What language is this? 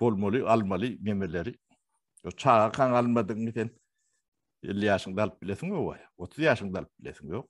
Turkmen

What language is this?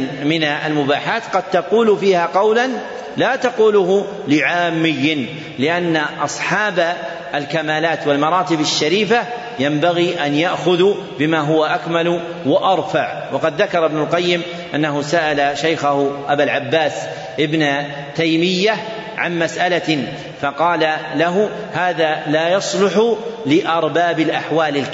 Arabic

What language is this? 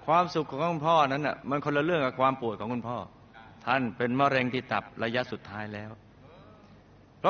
Thai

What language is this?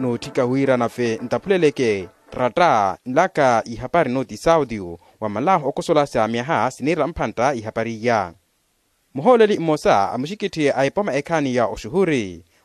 Makhuwa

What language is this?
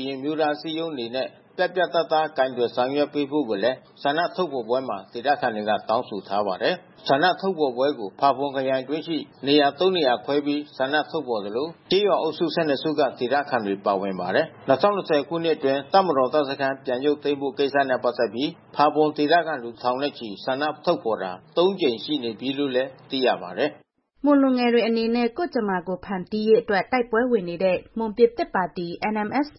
Burmese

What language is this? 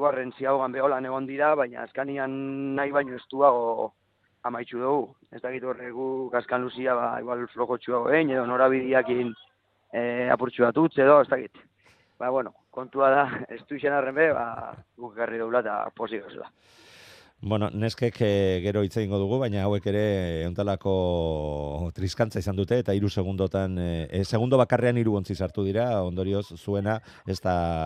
Basque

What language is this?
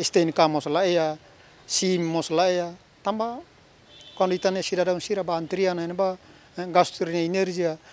Tetum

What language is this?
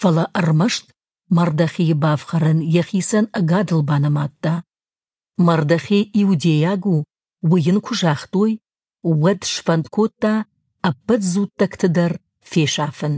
Ossetic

